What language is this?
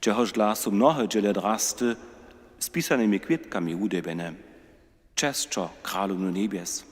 Upper Sorbian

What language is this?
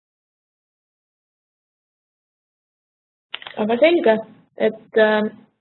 Estonian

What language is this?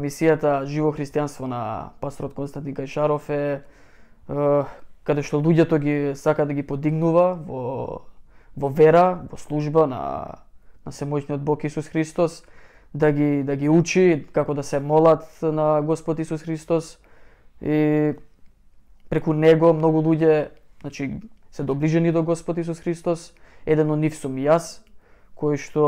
Macedonian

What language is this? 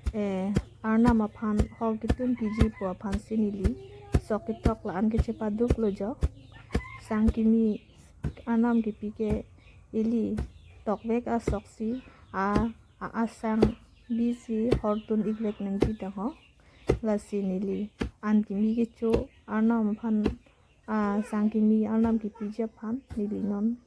Karbi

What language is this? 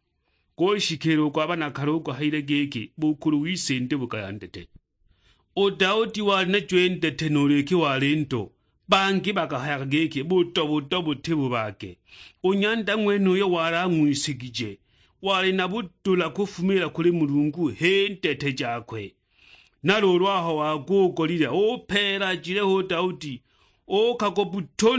Sukuma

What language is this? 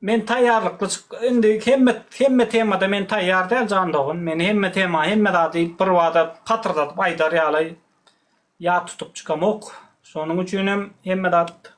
Turkmen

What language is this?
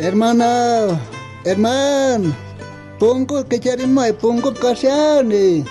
South Bolivian Quechua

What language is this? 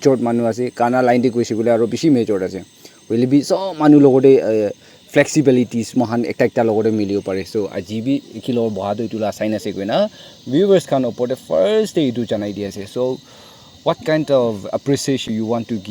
Naga Pidgin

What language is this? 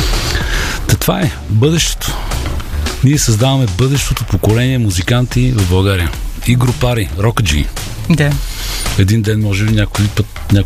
Bulgarian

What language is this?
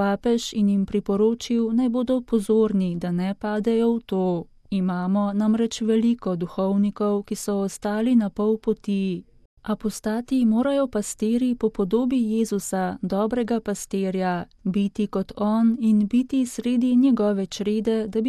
Slovenian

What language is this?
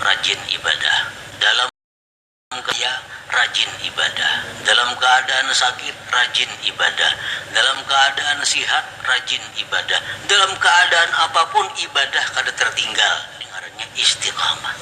Banjar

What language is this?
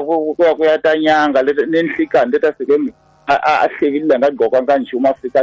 Tsonga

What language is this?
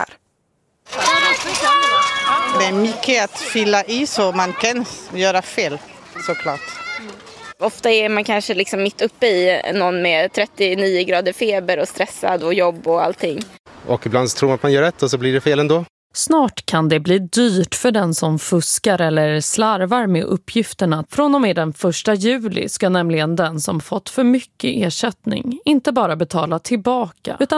Swedish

